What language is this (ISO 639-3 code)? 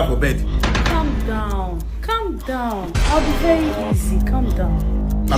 pcm